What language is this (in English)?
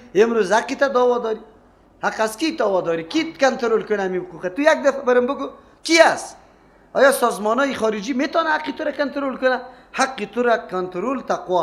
Persian